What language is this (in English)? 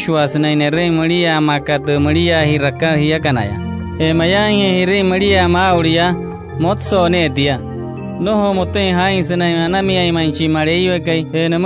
Wayuu